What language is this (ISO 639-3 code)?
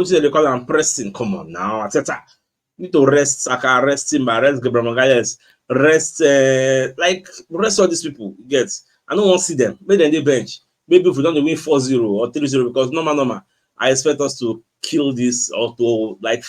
pcm